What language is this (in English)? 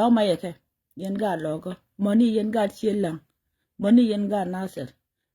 Nuer